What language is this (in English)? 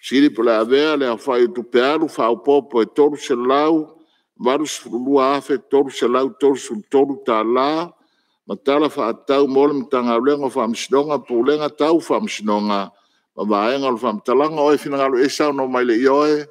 Samoan